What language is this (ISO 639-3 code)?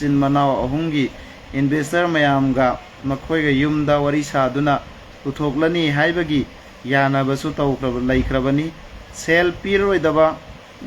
mni